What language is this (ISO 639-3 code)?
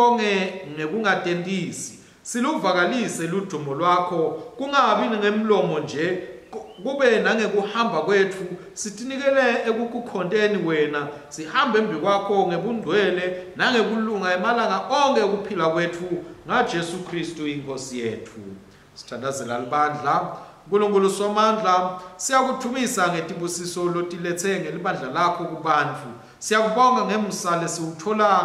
ssw